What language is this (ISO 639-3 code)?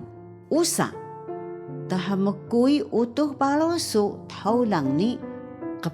trv